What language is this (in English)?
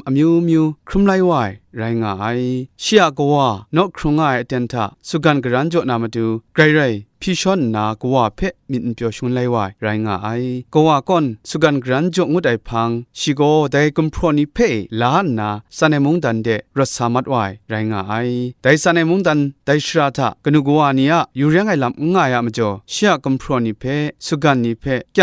Kachin